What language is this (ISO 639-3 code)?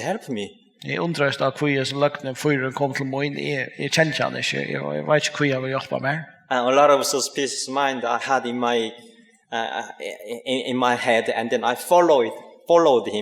fao